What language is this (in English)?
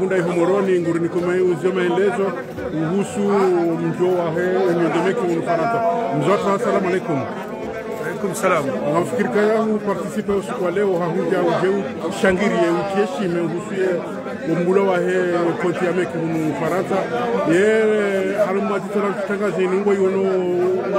Swahili